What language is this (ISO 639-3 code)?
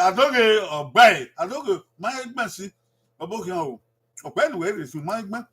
bin